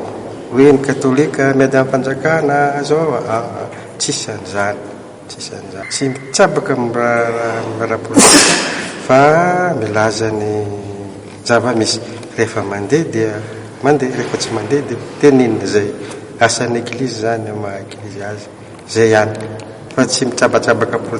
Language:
Malagasy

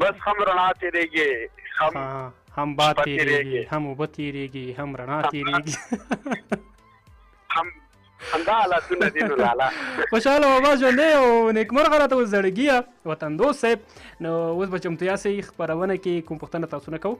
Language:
Pashto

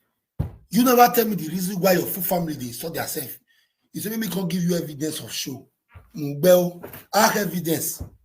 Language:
Nigerian Pidgin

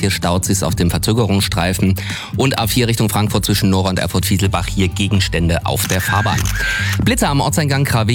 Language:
German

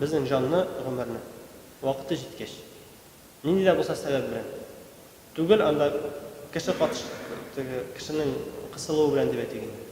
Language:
Tatar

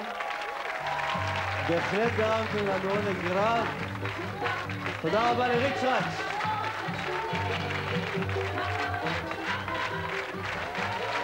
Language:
Hebrew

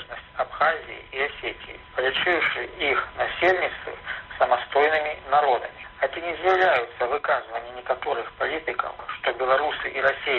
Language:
Belarusian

